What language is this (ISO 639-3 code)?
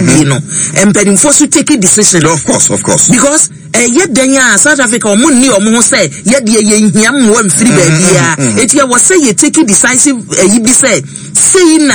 aka